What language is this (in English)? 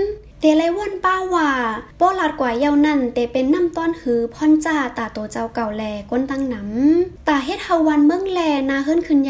Shan